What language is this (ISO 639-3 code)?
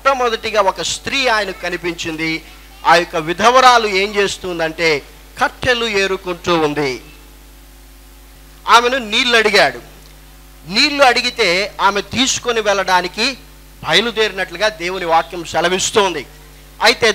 tel